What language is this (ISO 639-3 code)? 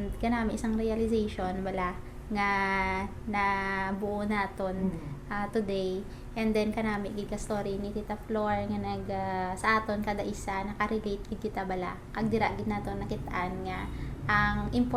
hil